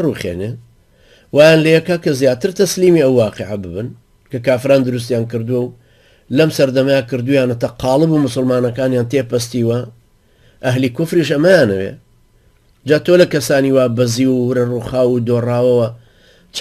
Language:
Central Kurdish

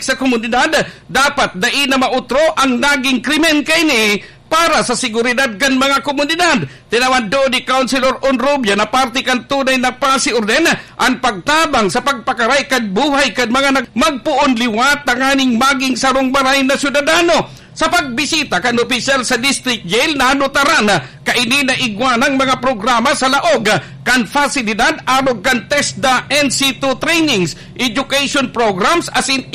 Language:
Bikol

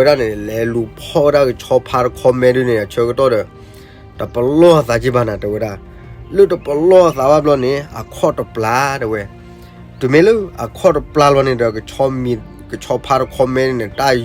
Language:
S'gaw Karen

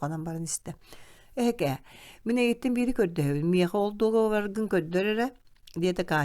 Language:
Yakut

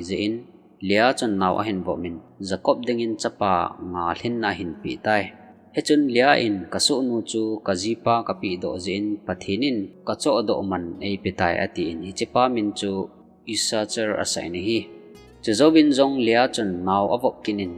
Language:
Thado Chin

